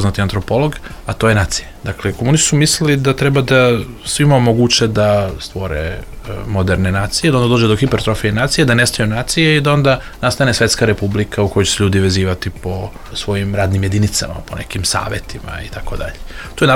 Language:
Serbian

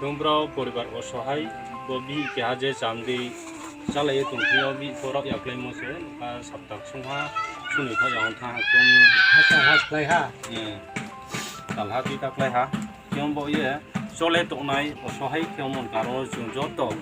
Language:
Riang (India)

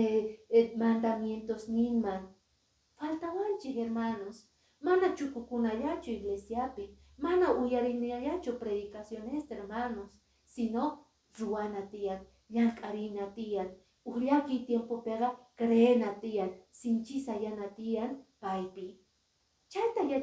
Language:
Quechua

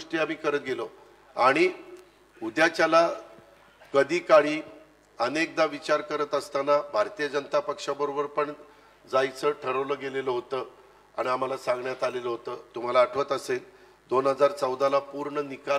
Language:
Marathi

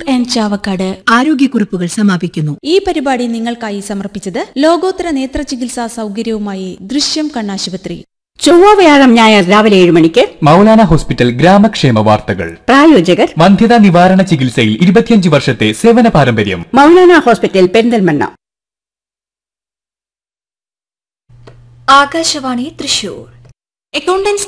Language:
Malayalam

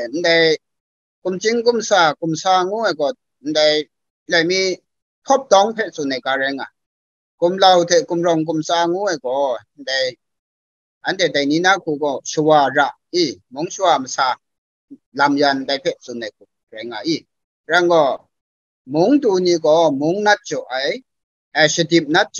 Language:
Kachin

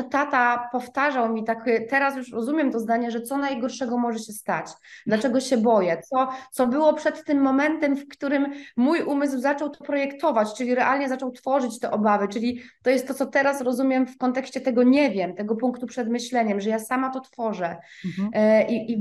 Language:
Polish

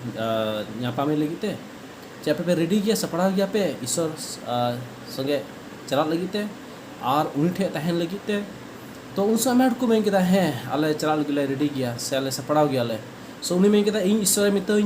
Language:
Santali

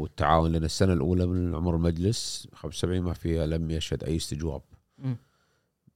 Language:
Gulf Arabic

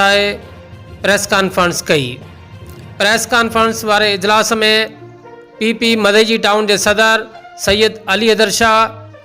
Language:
Sindhi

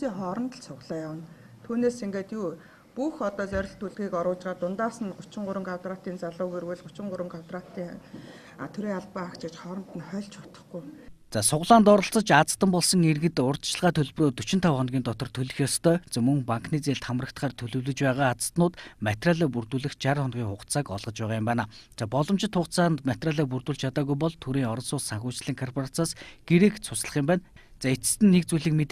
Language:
Mongolian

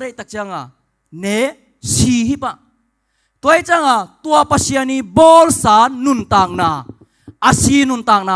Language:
Tedim Chin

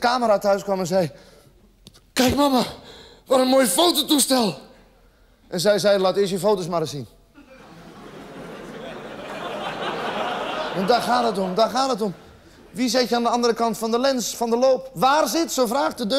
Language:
Dutch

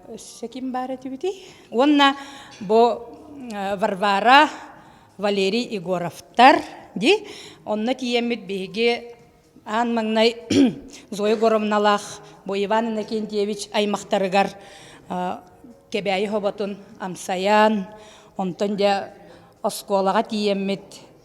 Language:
Yakut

